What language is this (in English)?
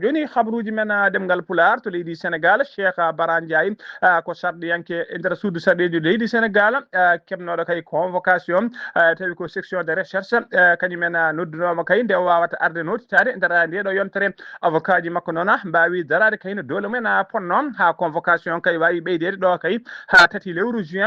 Fula